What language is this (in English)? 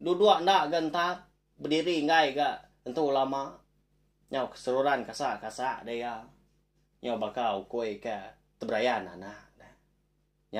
Iban